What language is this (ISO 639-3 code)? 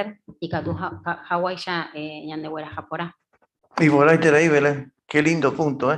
grn